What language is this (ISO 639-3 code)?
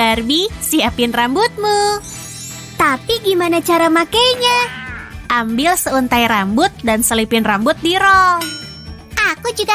ind